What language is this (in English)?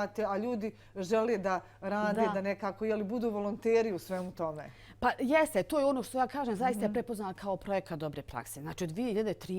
Bosnian